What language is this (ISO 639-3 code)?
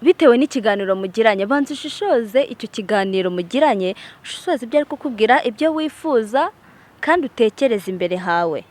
kin